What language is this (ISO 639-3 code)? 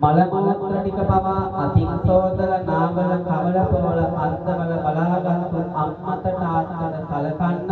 sin